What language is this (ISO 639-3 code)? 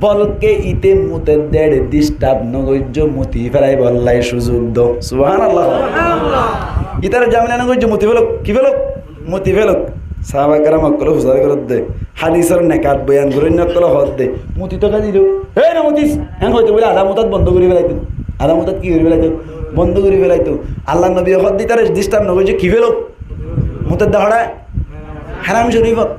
rhg